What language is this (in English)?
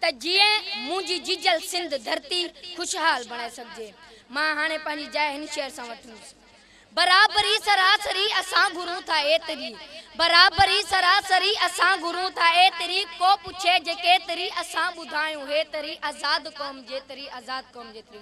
Sindhi